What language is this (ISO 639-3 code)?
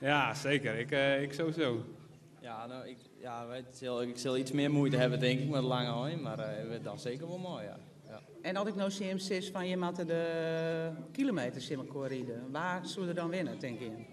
fry